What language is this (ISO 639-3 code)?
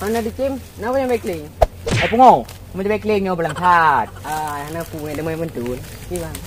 ace